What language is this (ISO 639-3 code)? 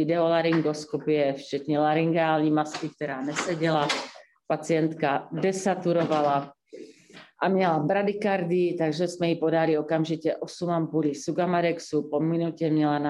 ces